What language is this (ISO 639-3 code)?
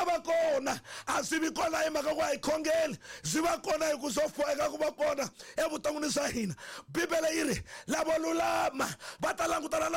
tso